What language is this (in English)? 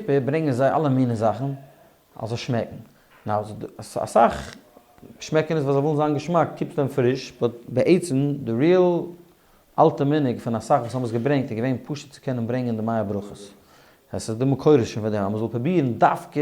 Yiddish